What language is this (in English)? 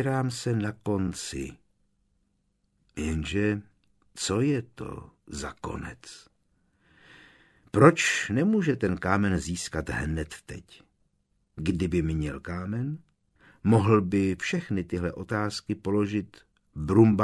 Czech